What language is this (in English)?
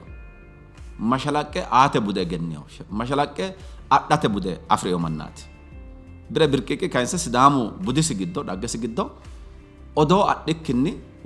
Sidamo